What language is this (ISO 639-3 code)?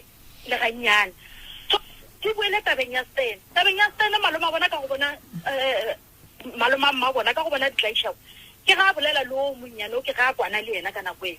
nso